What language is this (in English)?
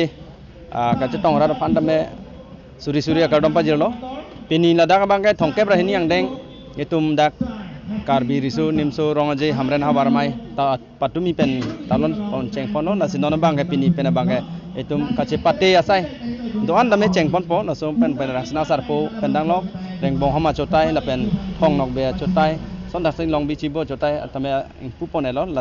Karbi